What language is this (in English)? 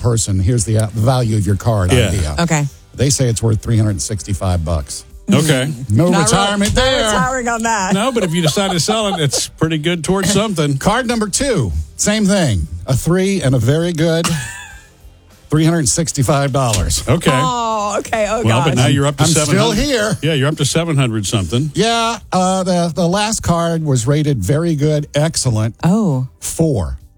English